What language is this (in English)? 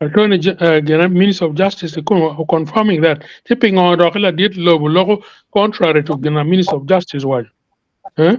Acoli